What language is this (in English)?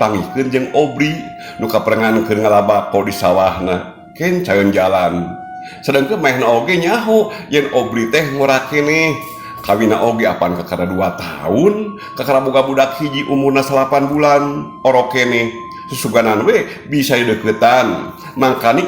Sundanese